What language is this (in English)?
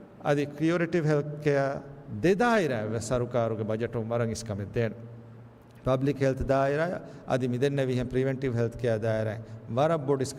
Divehi